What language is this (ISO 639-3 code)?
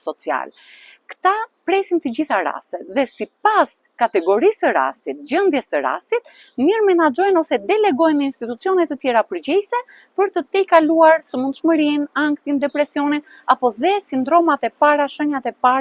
sqi